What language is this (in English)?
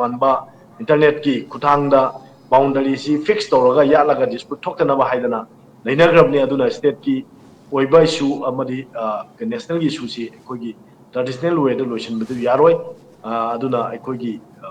Manipuri